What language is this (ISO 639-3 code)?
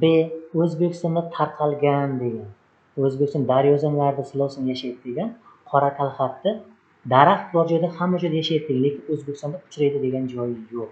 uzb